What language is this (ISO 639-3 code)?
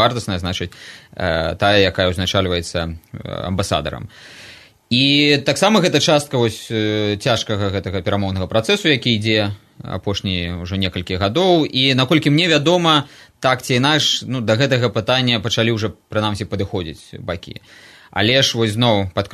bel